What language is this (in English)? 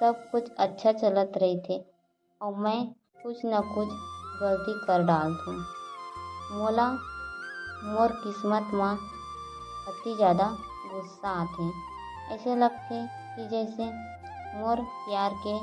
Chhattisgarhi